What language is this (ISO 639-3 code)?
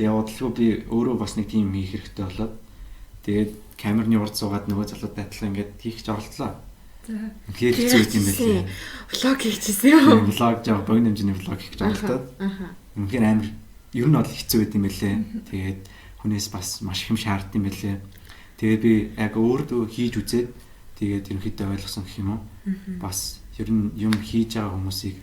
mon